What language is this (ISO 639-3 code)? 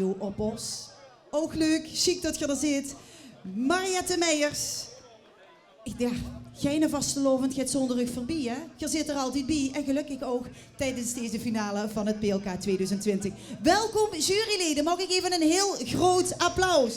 lim